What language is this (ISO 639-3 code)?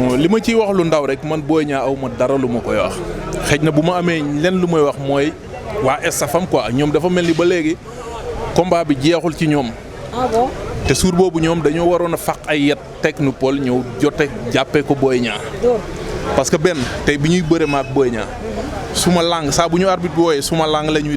wol